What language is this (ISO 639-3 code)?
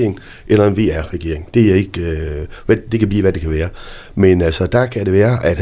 dan